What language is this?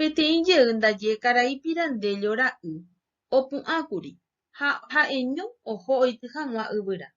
Guarani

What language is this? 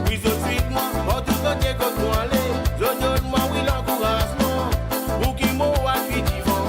Morisyen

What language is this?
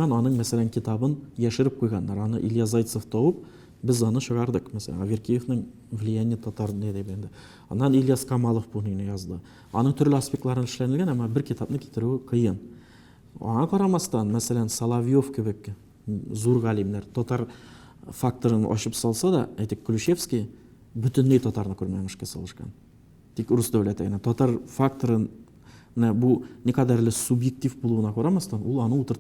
Tatar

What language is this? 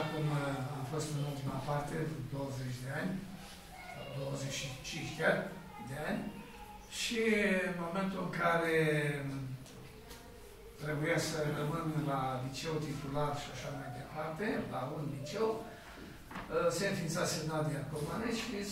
Romanian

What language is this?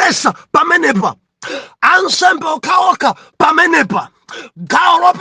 Nyanja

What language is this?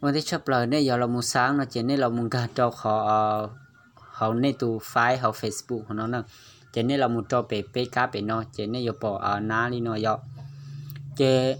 Hmong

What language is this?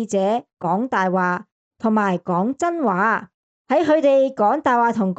Cantonese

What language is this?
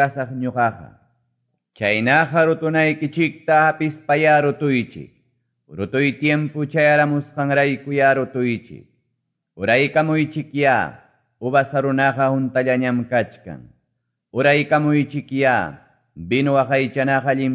Quechua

